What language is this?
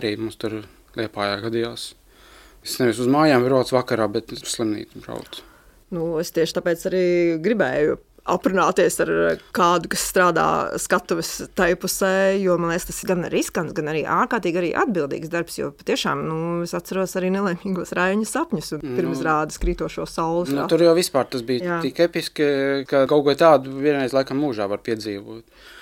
Latvian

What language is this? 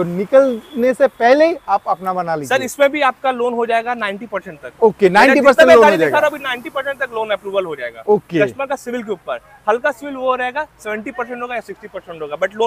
Hindi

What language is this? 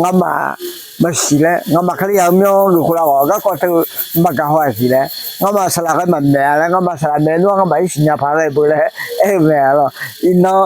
Akha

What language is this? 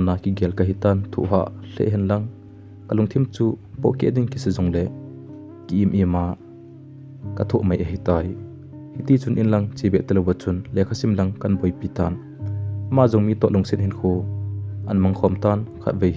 Thado Chin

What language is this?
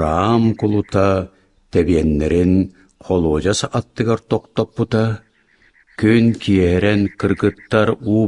Yakut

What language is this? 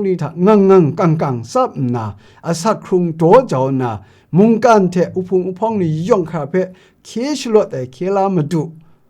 Kachin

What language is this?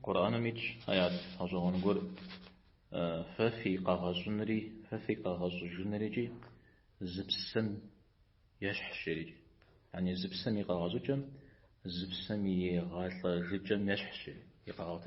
Kabardian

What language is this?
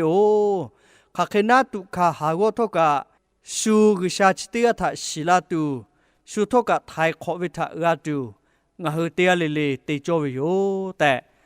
Lahu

